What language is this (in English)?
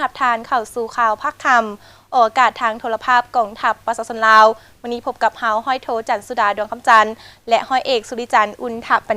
Lao